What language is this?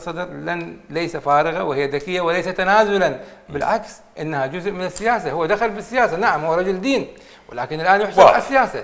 Mesopotamian Arabic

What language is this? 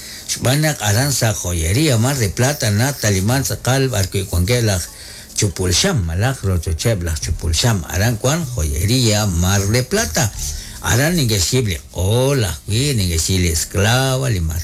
Kekchí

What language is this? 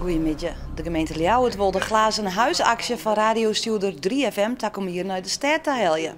Western Frisian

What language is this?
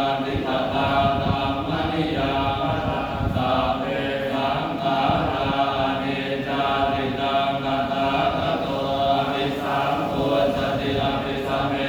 Pali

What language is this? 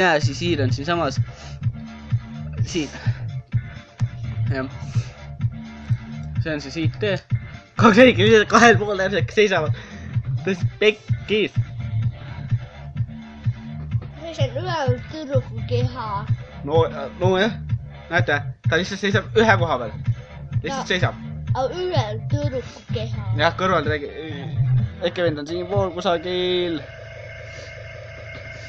Estonian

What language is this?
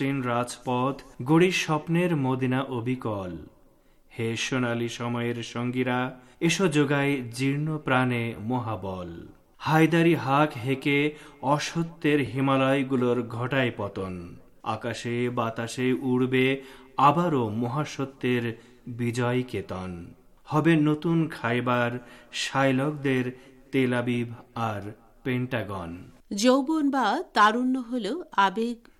Bangla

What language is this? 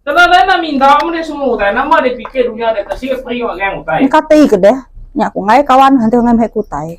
Iban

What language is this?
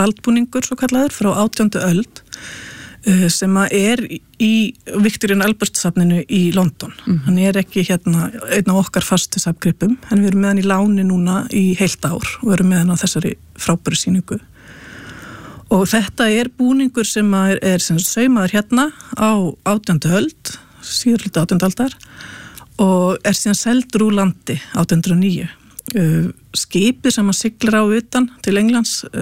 Icelandic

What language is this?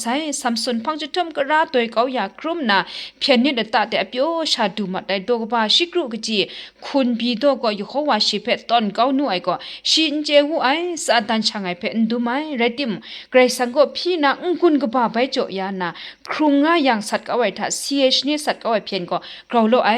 Kachin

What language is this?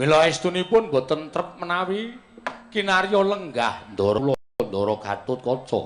Javanese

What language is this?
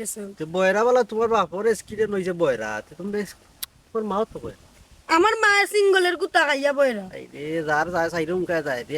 Sylheti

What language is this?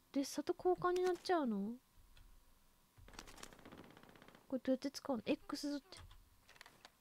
Japanese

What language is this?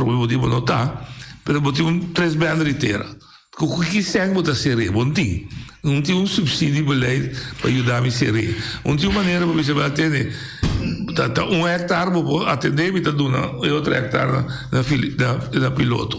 Papiamento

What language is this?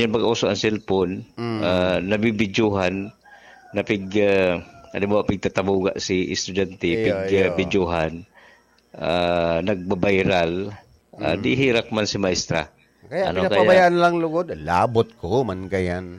Bikol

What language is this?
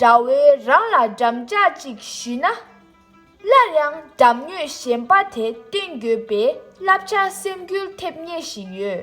Tibetan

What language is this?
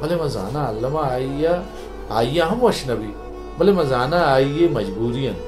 Baluchi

